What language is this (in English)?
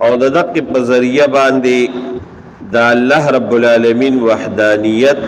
Pashto